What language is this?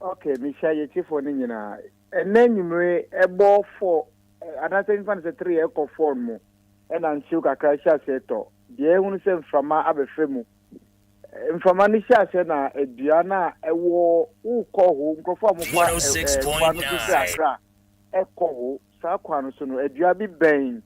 Akan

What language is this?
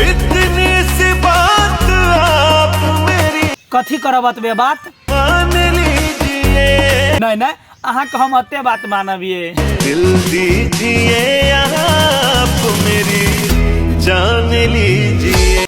Maithili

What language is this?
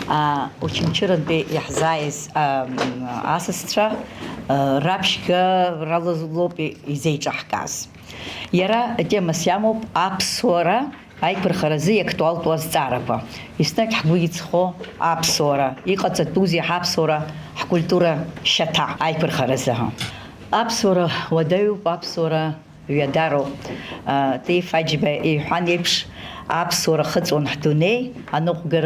Abkhazian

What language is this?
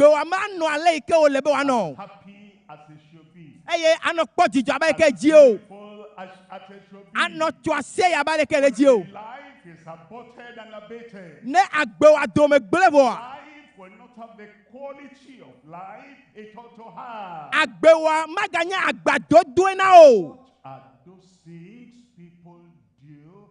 Ewe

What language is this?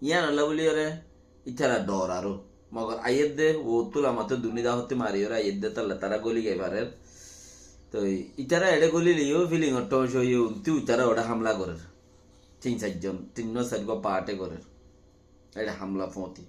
Rohingya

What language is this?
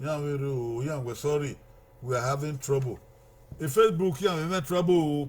Bini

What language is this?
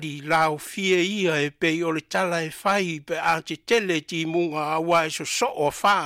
Samoan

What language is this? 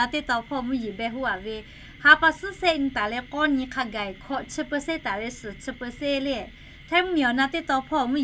Lahu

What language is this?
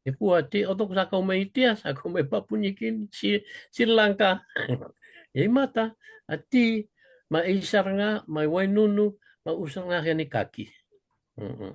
Fijian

